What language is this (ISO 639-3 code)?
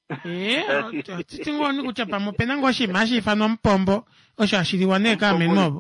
kua